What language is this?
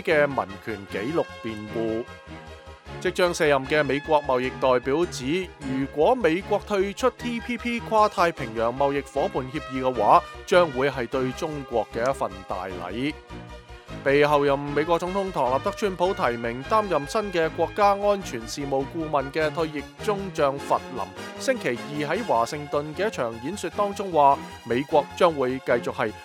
Cantonese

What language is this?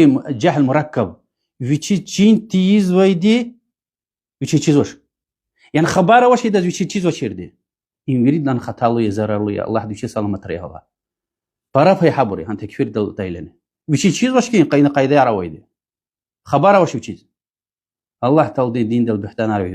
Lezghian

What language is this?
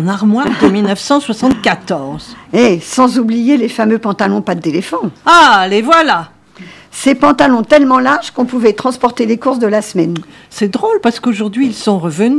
French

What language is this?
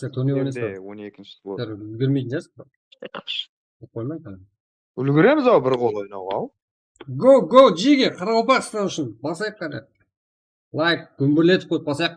Kara-Kalpak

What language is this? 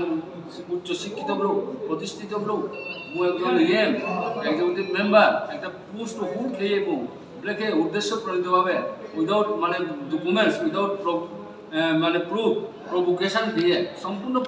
Riang (India)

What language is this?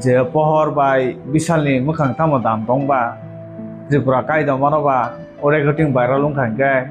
Kok Borok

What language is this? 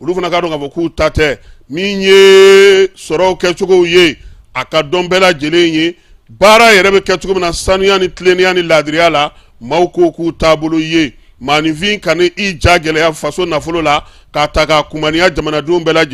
Bambara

